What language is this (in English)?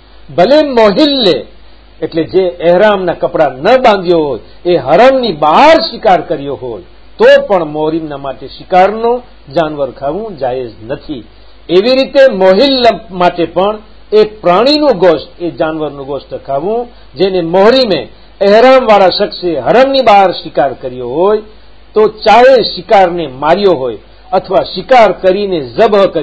Gujarati